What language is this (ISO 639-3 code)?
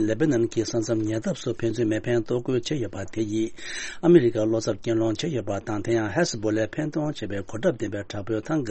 bod